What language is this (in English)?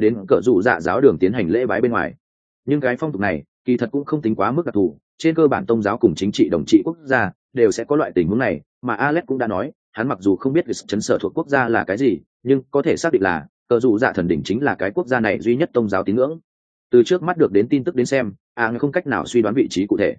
Vietnamese